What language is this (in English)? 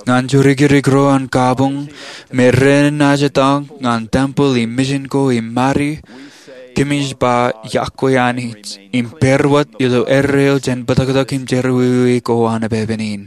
Marshallese